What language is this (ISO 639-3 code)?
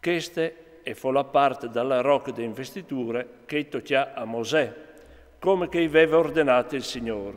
fur